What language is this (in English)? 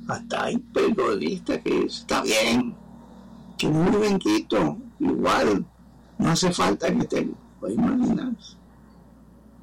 Spanish